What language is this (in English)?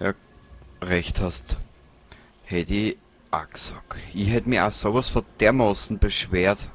Bavarian